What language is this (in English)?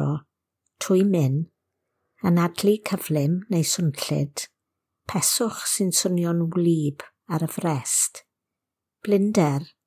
Welsh